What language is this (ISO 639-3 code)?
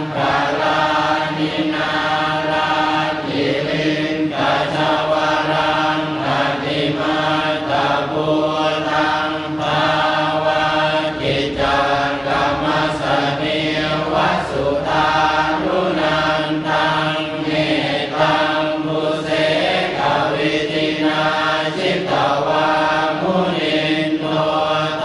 pli